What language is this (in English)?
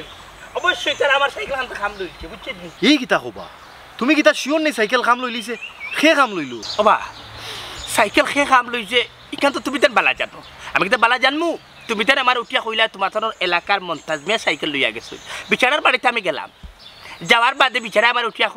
Sylheti